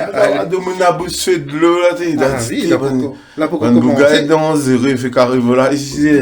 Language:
Réunion Creole French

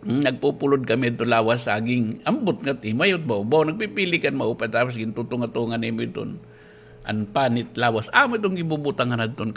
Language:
Waray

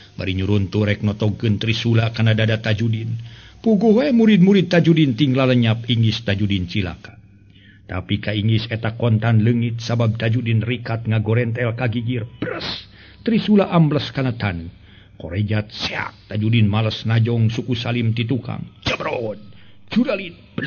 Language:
Sundanese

